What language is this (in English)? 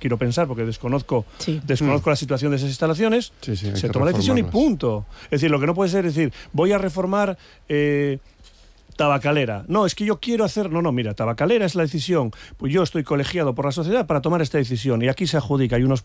Spanish